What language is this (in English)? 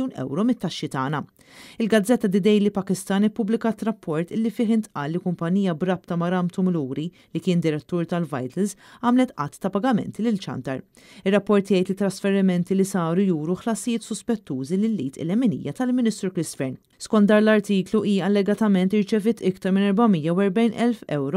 Maltese